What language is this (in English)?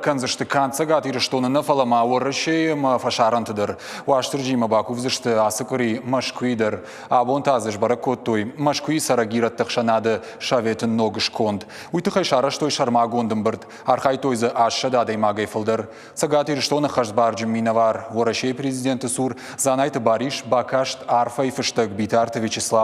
Ossetic